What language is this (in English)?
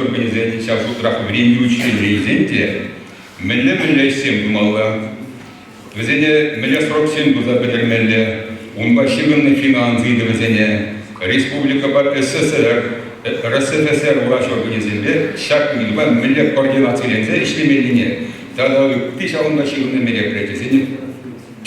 Chuvash